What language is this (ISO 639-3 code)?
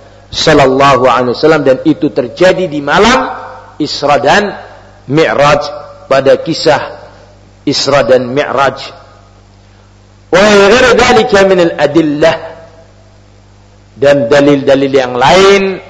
ind